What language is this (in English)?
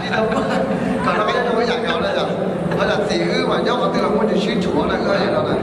Hmong